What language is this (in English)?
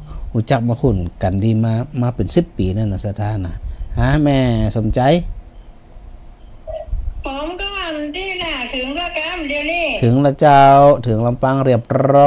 Thai